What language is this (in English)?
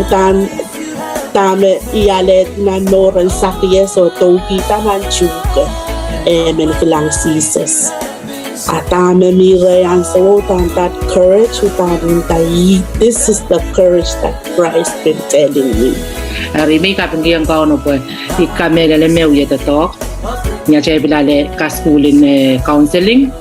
Pohnpeian